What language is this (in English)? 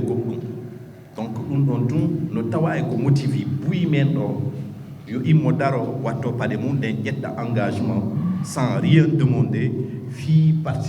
Fula